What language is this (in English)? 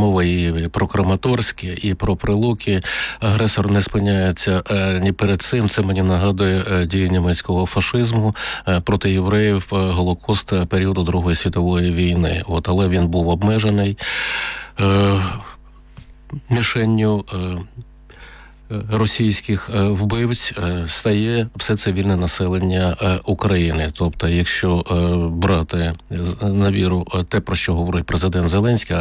Ukrainian